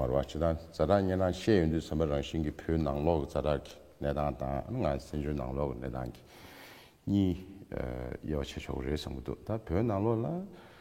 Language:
Tibetan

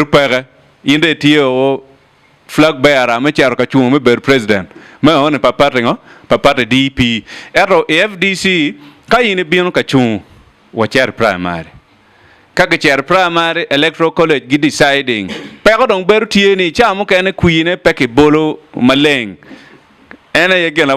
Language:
Acoli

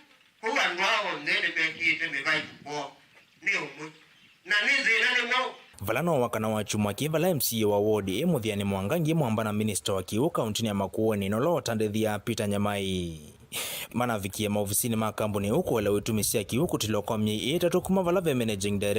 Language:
Kamba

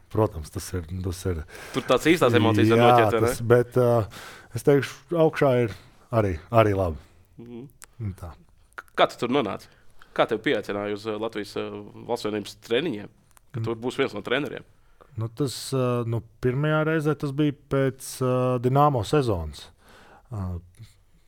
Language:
Latvian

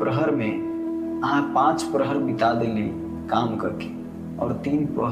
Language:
Maithili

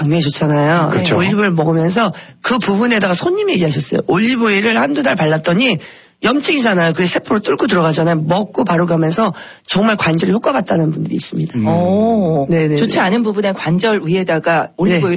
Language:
Korean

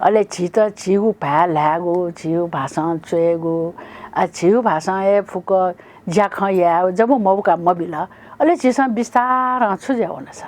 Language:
Newari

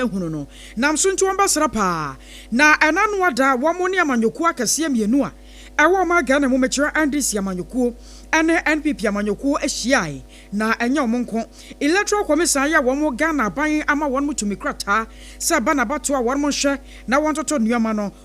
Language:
Akan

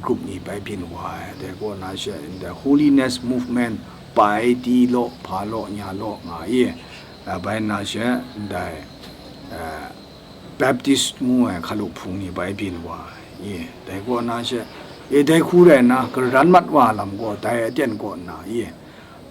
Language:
Kachin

